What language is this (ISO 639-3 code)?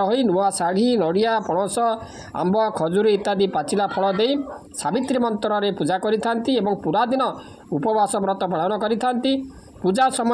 ori